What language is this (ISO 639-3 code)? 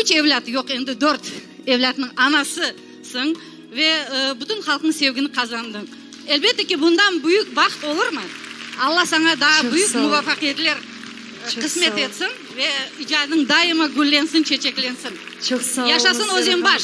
crh